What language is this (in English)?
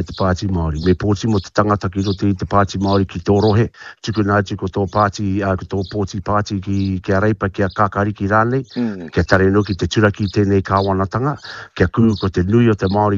Māori